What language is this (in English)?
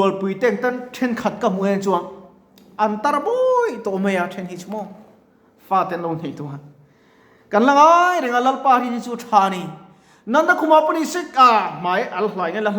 Mizo